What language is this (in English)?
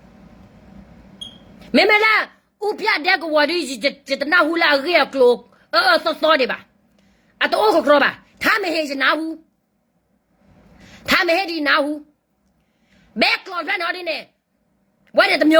S'gaw Karen